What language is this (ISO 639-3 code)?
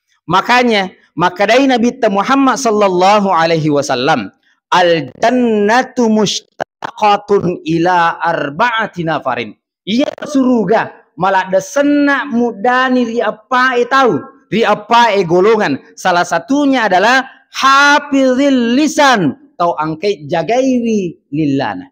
bug